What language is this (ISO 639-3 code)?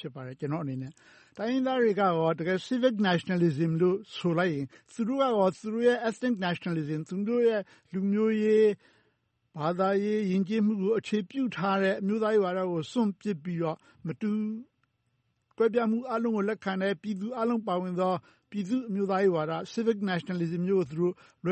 mya